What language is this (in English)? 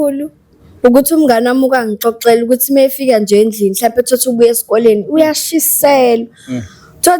Zulu